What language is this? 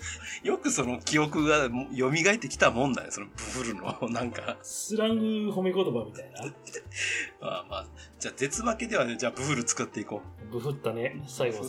Japanese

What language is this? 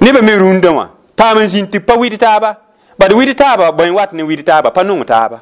Mossi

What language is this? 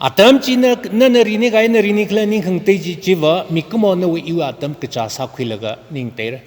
Tangkhul Naga (India)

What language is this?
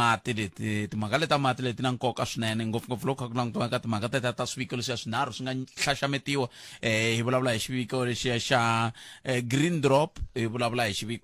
Tsonga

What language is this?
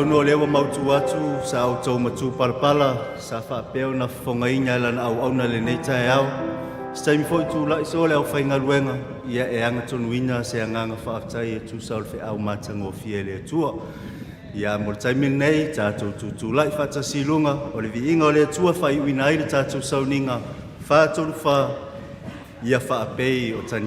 Samoan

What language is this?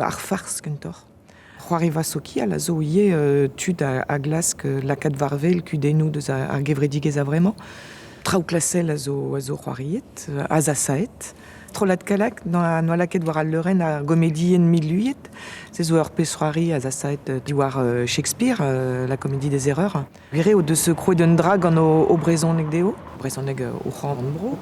Breton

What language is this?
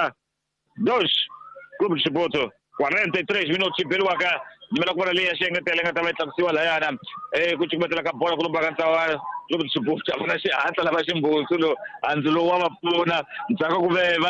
Tsonga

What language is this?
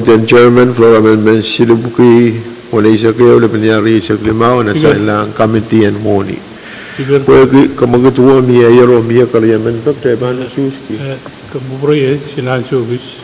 Pohnpeian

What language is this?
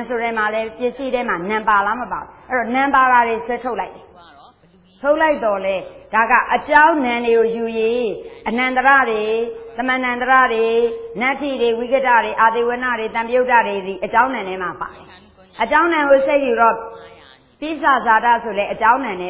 Burmese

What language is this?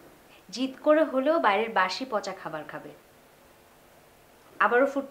Bangla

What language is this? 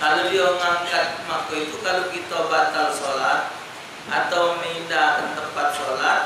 Musi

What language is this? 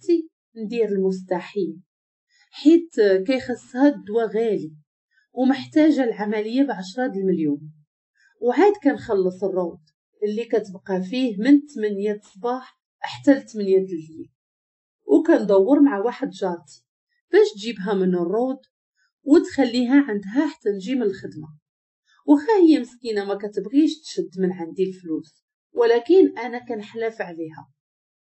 Moroccan Arabic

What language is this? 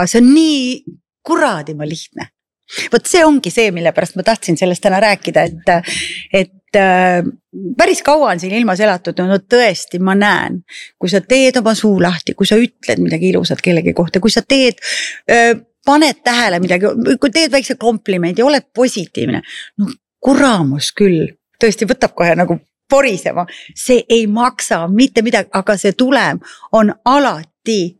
Estonian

